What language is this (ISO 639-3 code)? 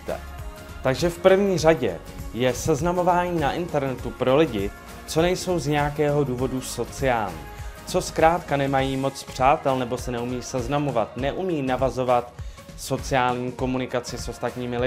ces